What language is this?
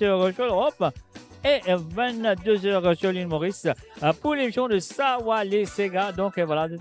Morisyen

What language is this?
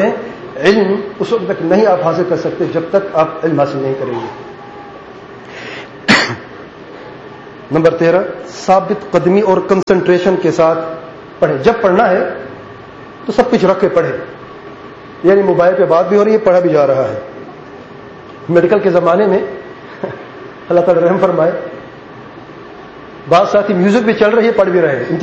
Urdu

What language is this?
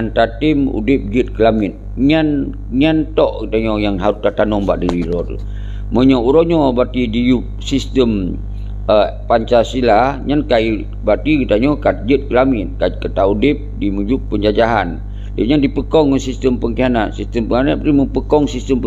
Achinese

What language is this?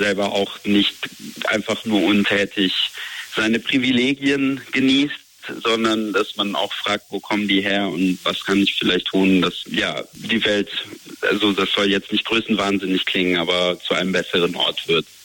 German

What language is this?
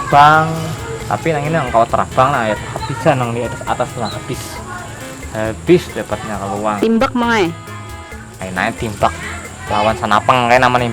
Banjar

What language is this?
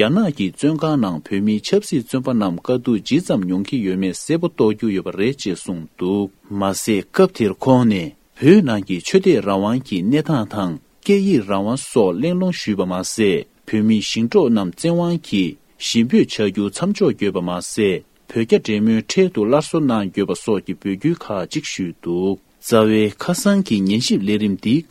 Tibetan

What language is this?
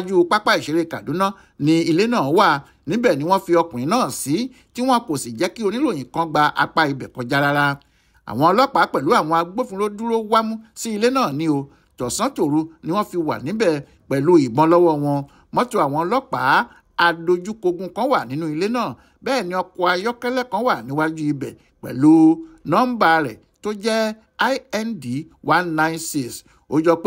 Yoruba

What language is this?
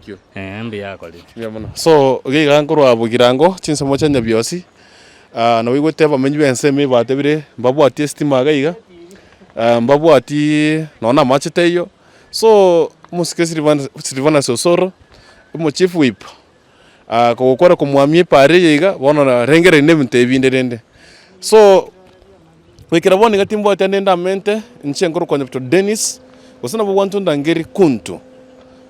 Gusii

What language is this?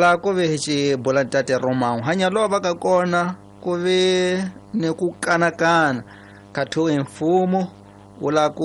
Tsonga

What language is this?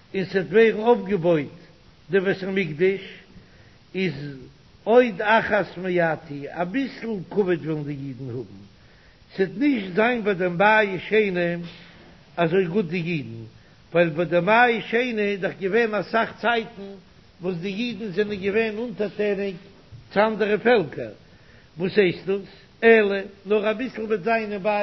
Yiddish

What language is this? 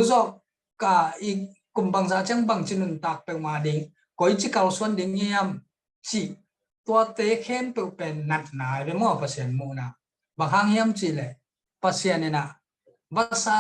Tedim Chin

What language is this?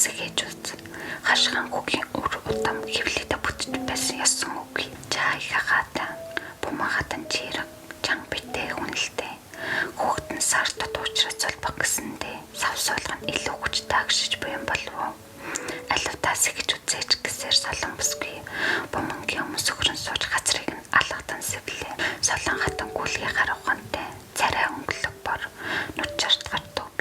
Mongolian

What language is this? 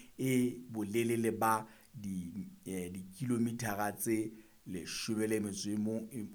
Southern Sotho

